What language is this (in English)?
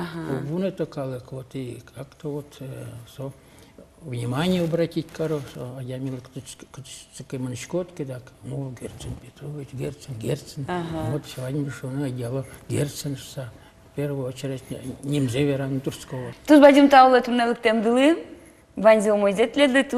Udmurt